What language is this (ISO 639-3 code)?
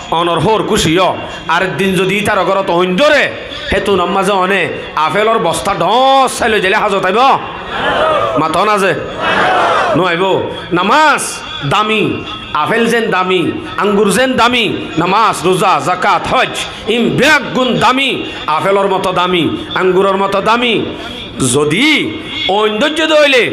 rhg